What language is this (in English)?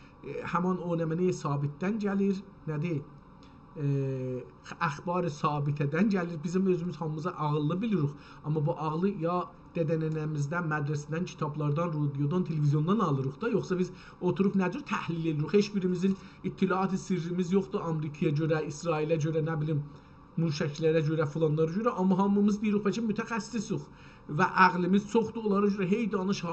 South Azerbaijani